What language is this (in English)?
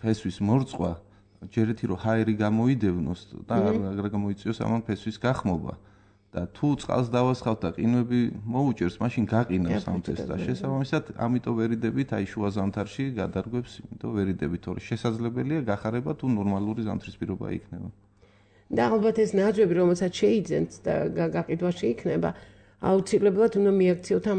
Georgian